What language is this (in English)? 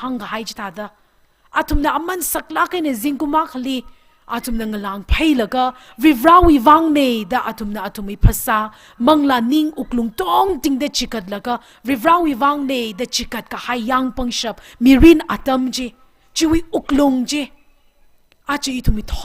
Tangkhul Naga (India)